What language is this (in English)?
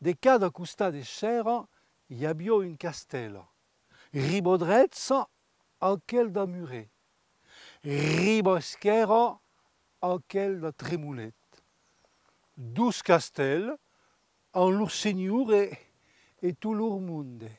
Occitan